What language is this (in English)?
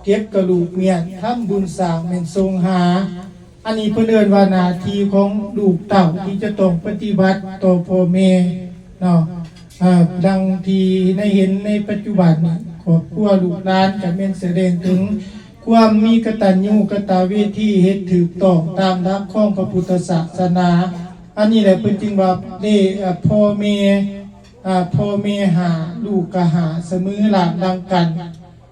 Lao